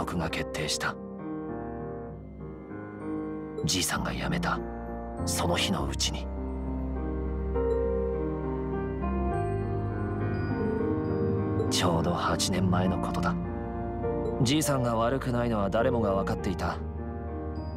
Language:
Japanese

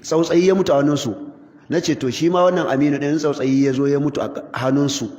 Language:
Hausa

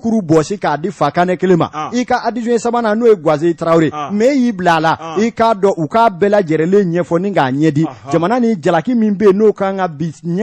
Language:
Bambara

